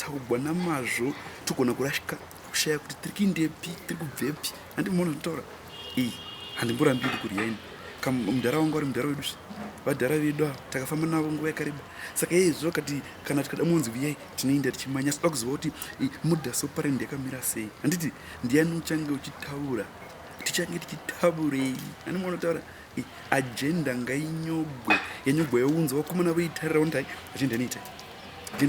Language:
Shona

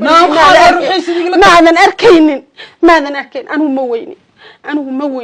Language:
Somali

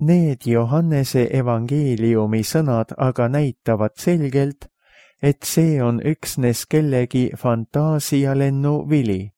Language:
Estonian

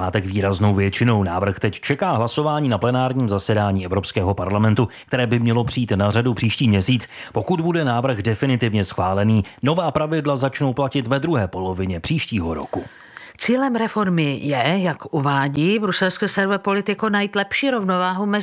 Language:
Czech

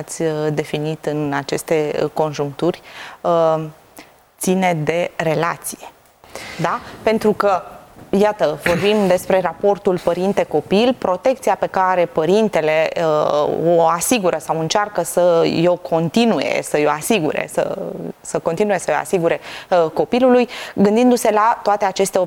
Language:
Romanian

